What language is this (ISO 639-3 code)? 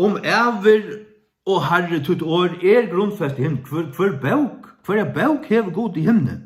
fao